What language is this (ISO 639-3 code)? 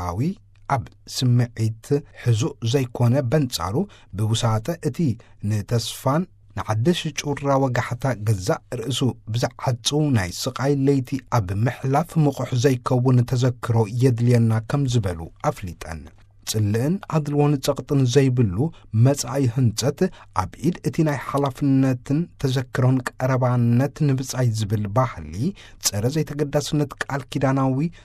tir